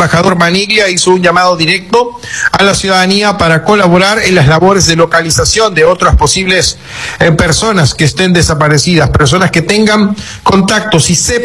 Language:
Spanish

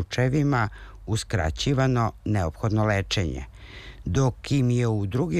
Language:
Serbian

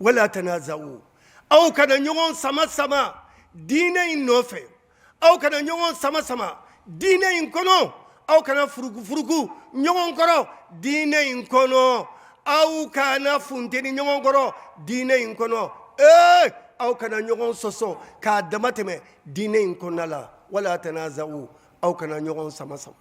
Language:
Bambara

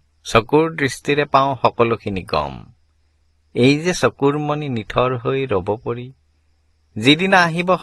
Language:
Assamese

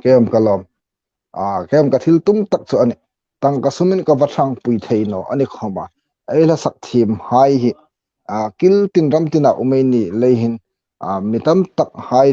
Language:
Hmar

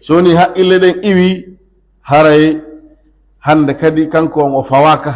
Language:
Pular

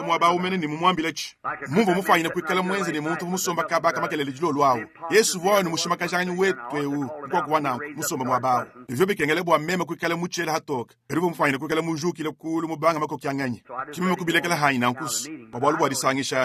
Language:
Luba-Lulua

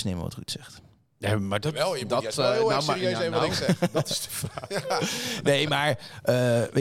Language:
Dutch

